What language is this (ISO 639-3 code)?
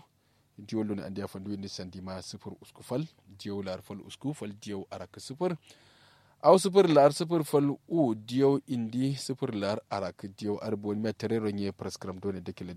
kau